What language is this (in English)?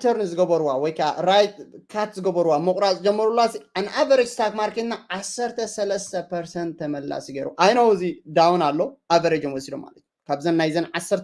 Tigrinya